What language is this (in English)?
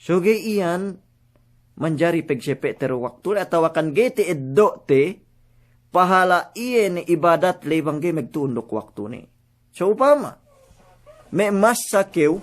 Yakan